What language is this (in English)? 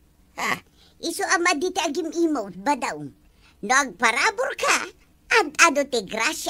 Iloko